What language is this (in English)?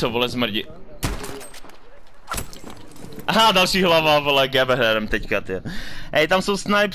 Czech